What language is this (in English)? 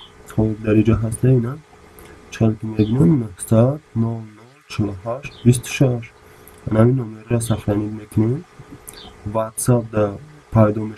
Tajik